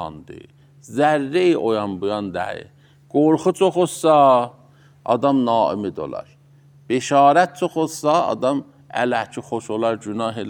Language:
Azerbaijani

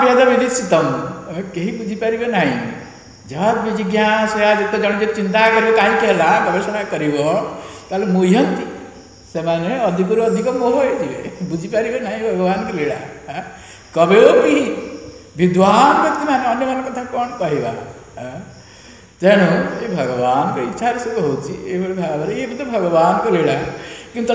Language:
Odia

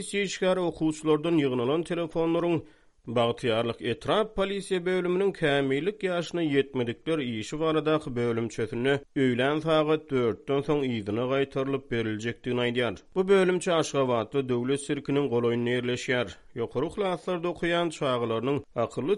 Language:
Turkmen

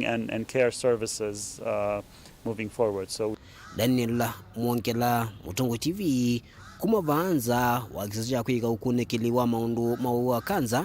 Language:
Kamba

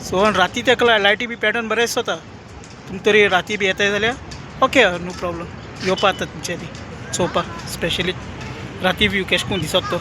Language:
Konkani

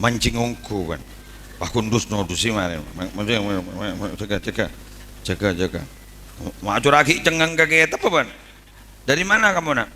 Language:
Madurese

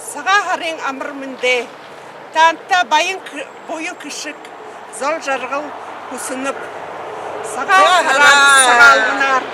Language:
Buriat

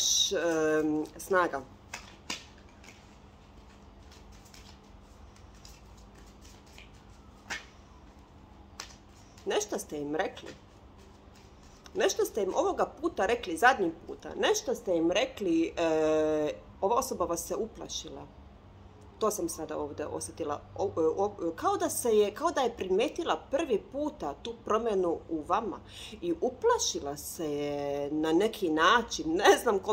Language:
Croatian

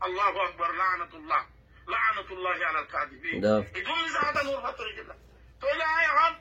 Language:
Rohingya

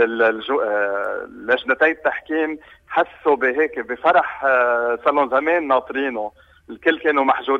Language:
North Levantine Arabic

